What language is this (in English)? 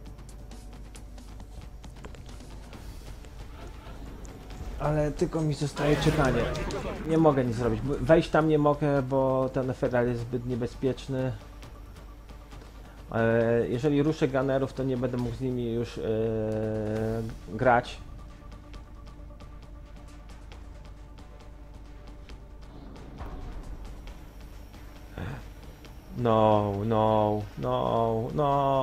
Polish